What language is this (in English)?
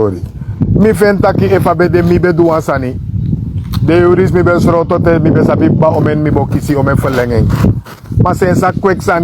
Sranan Tongo